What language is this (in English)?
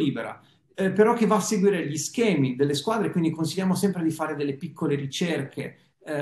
Italian